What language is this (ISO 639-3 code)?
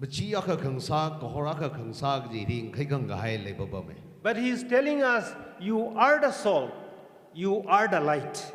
nmf